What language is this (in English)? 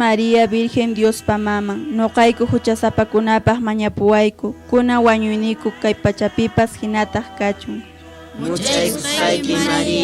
Quechua